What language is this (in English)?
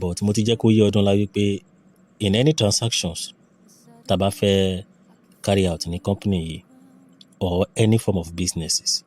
Yoruba